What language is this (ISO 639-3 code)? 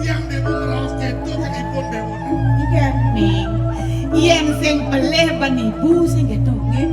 ban